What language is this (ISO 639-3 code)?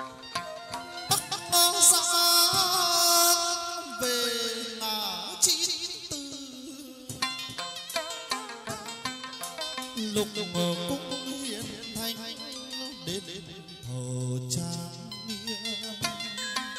vie